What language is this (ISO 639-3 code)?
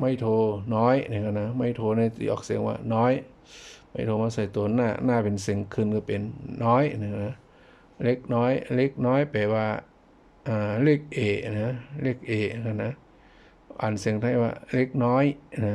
shn